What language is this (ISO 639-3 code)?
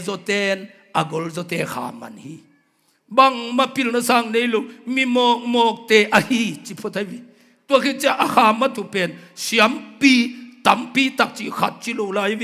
ctd